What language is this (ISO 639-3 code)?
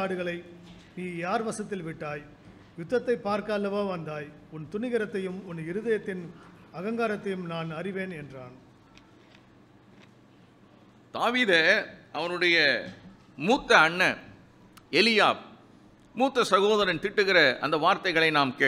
tam